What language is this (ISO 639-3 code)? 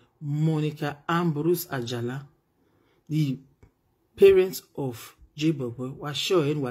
pcm